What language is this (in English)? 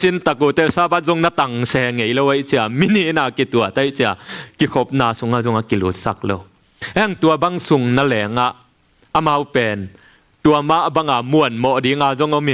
Tedim Chin